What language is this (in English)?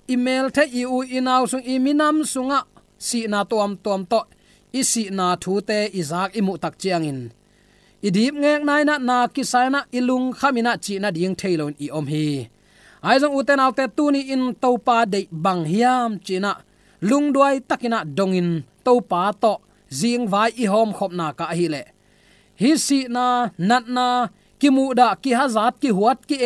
Tedim Chin